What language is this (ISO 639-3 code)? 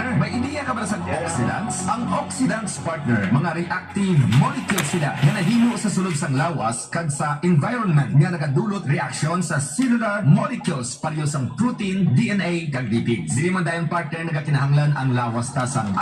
hil